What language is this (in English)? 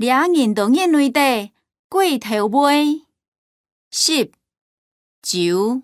Hakka Chinese